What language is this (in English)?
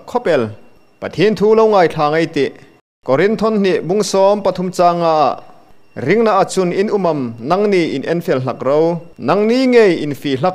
Hmar